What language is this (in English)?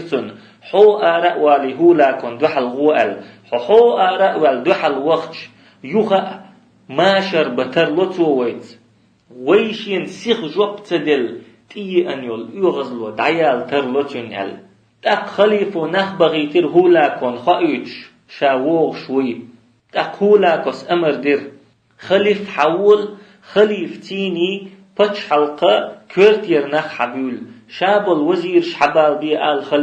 Chechen